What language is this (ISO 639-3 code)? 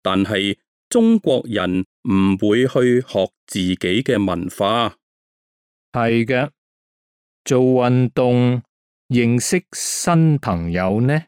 yue